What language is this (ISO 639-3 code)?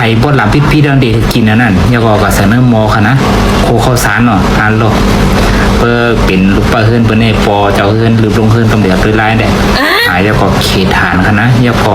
shn